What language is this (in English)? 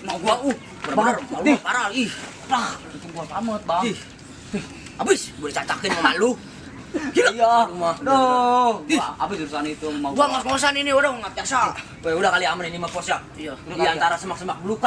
Betawi